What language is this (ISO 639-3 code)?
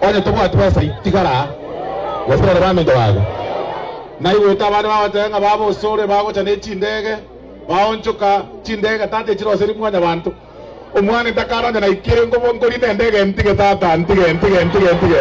guz